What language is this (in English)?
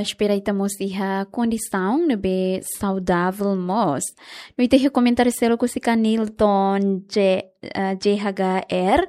Tetum